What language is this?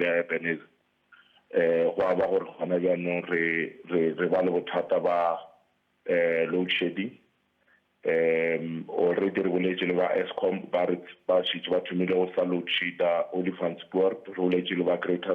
Northern Sotho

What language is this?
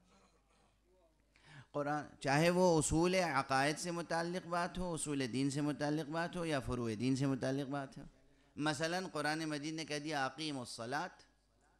Urdu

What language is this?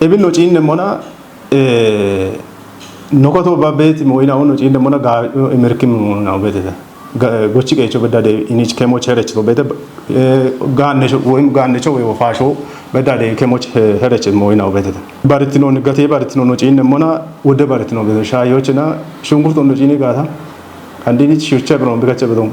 Kafa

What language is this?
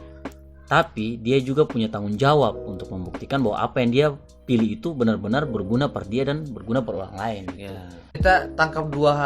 Ambonese Malay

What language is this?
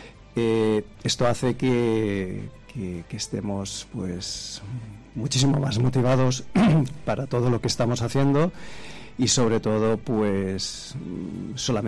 Spanish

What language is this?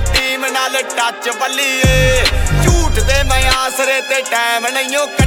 Punjabi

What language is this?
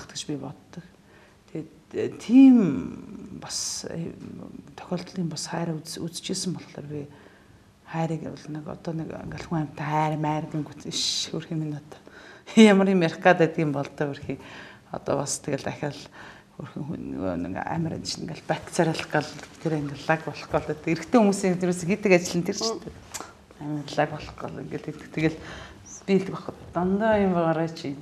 Mongolian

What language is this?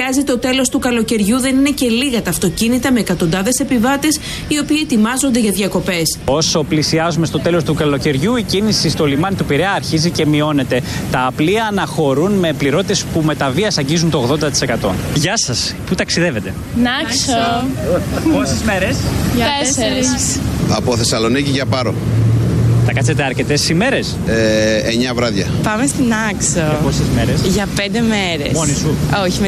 Greek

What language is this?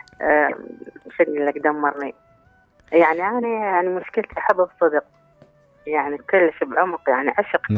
Mesopotamian Arabic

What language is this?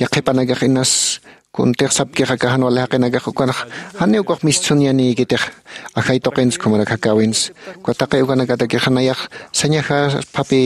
Aymara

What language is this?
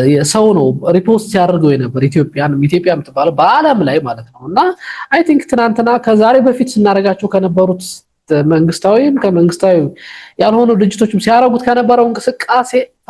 Amharic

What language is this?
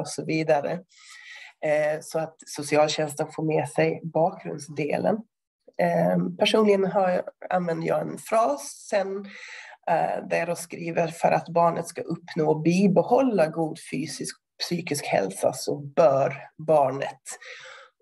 Swedish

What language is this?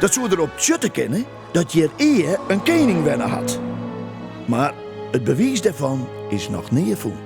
Western Frisian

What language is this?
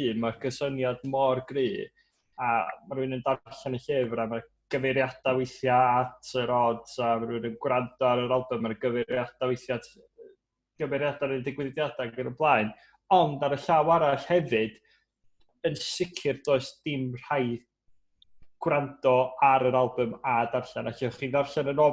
Welsh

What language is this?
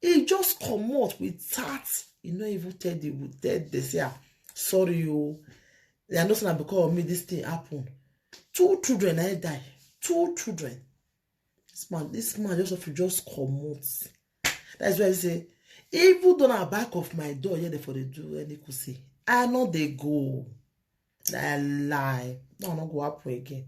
Nigerian Pidgin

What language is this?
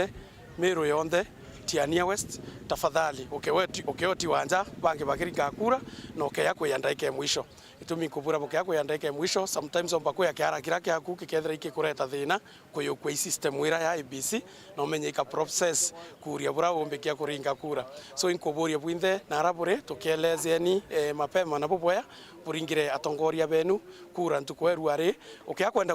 Meru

